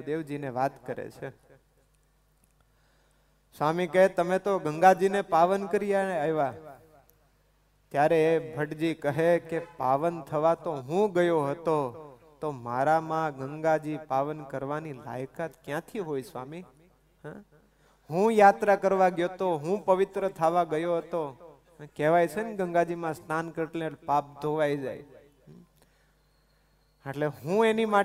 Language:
Gujarati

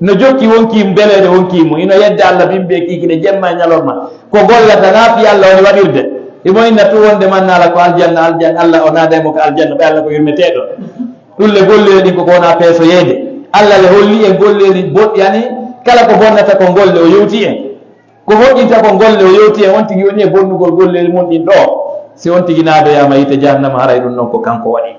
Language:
Fula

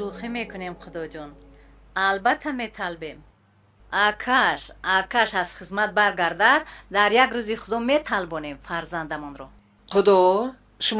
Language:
Tajik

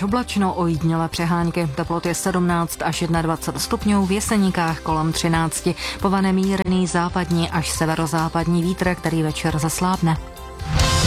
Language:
Czech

